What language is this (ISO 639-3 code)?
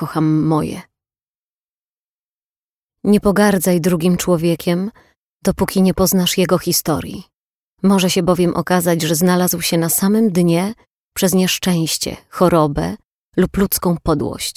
pol